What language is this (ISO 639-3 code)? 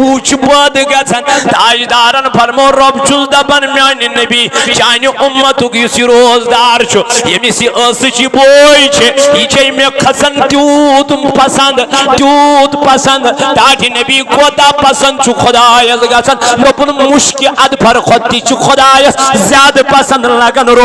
kas